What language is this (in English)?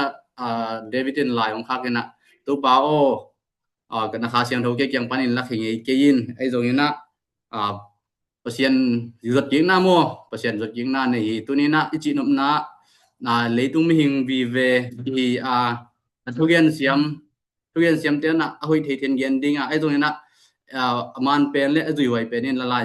Tedim Chin